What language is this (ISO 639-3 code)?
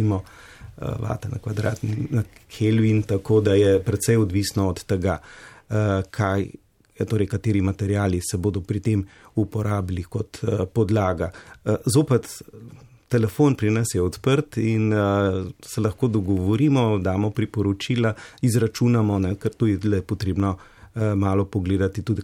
slv